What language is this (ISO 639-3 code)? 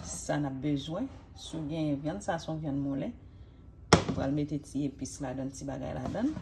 hat